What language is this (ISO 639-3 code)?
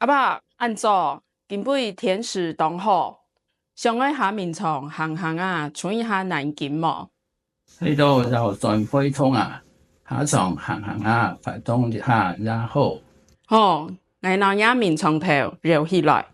hak